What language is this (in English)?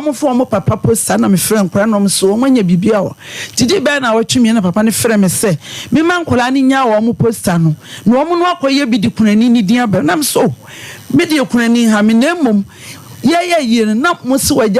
Akan